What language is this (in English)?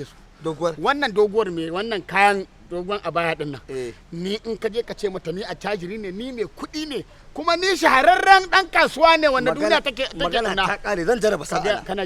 Hausa